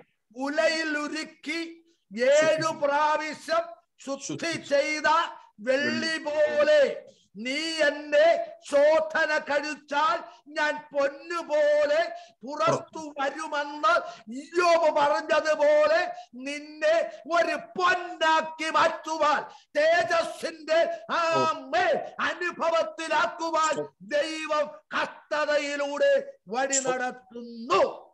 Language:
Malayalam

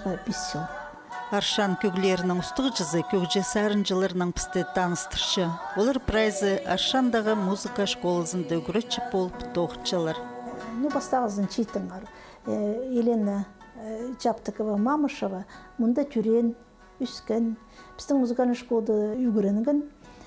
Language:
Khakas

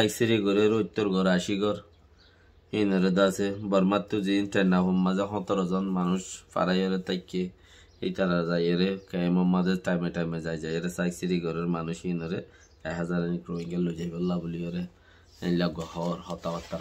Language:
Rohingya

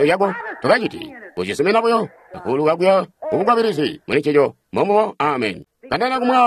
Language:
Tonga (Zambia)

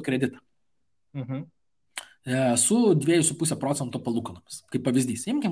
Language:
Lithuanian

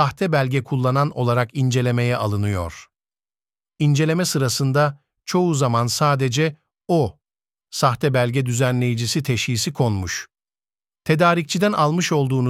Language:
Turkish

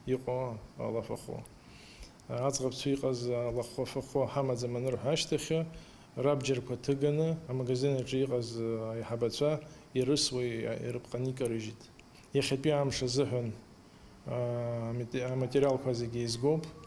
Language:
Abkhazian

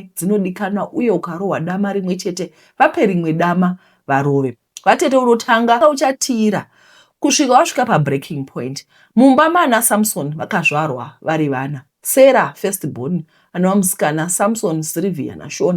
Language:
Shona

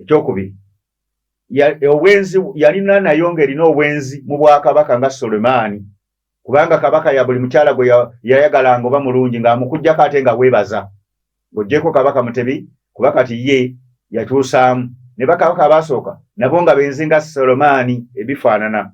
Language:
Ganda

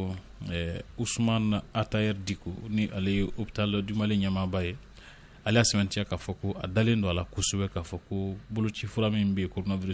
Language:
Bambara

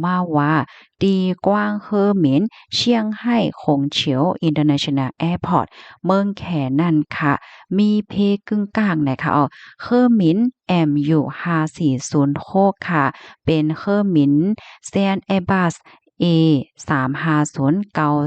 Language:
Shan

